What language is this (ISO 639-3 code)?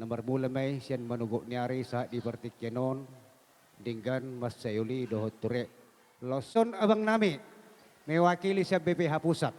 bbc